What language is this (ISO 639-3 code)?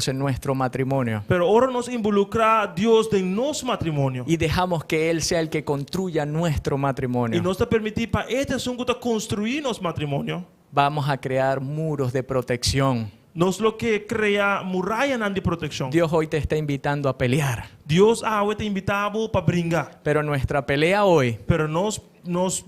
pap